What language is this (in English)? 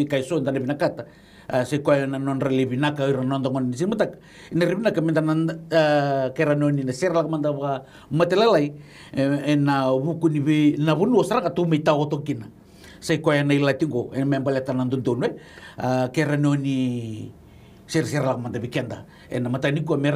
Fijian